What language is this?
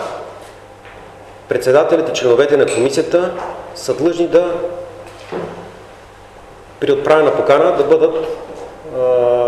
Bulgarian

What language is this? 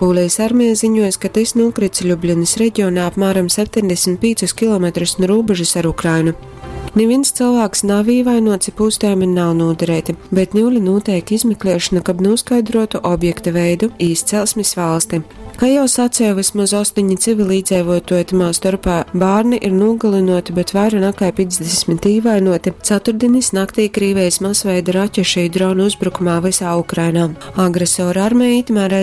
Latgalian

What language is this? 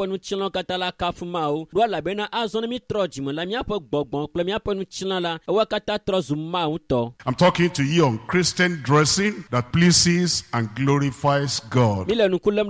Ewe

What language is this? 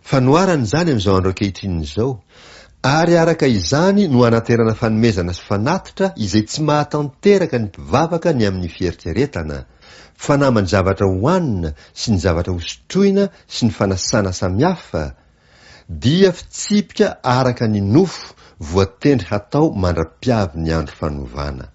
Malagasy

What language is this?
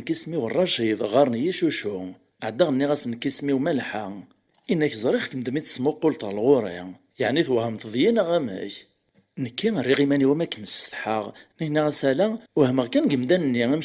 Kabyle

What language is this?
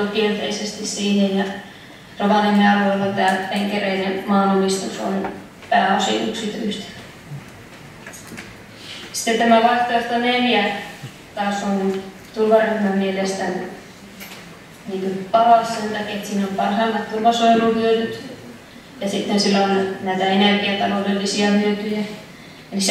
Finnish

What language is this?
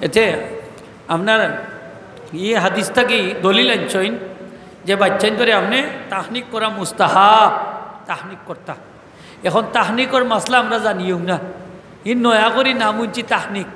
Sylheti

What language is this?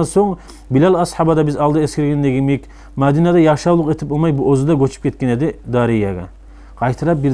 Kumyk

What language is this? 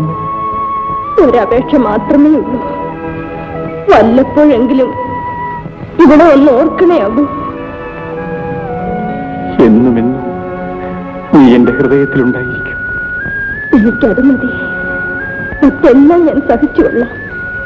Malayalam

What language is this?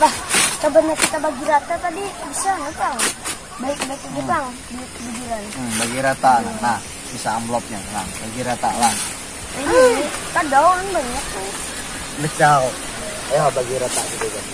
Banjar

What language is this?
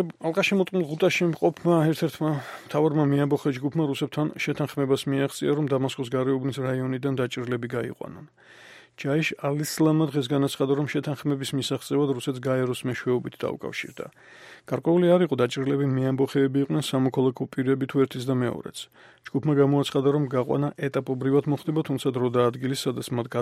Georgian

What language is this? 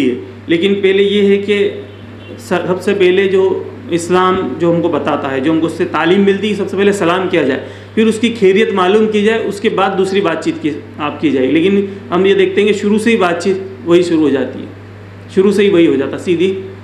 Urdu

